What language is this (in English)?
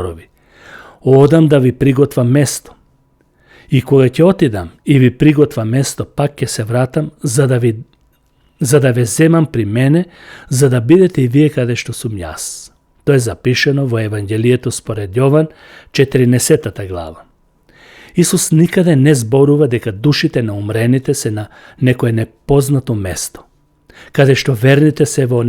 Macedonian